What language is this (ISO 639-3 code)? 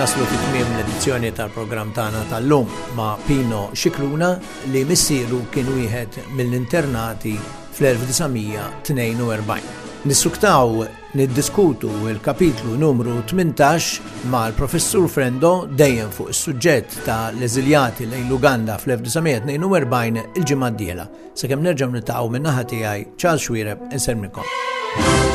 mlt